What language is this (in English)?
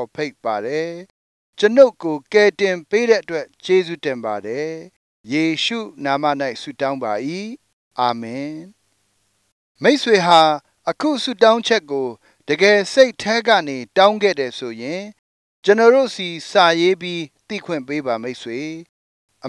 Burmese